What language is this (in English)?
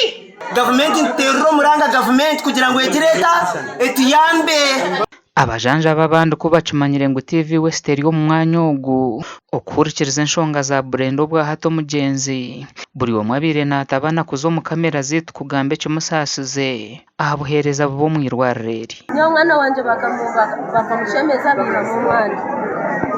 Nyankole